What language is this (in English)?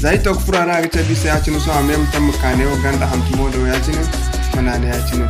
Zarma